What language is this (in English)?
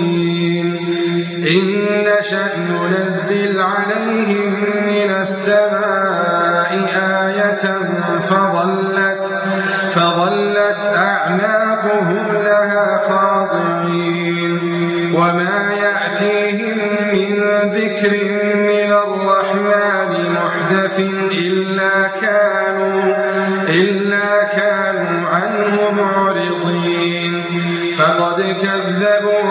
Arabic